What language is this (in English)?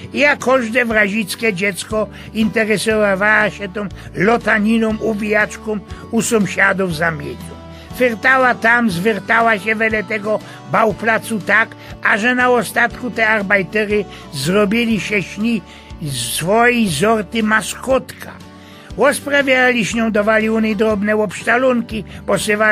Silesian